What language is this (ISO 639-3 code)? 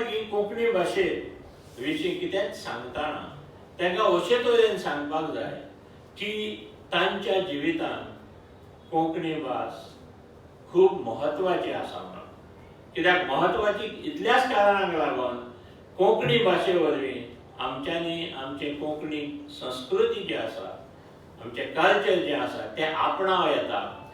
kok